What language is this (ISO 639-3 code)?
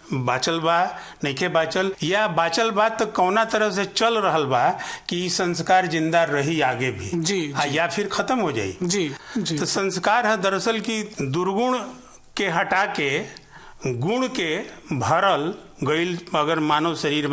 bho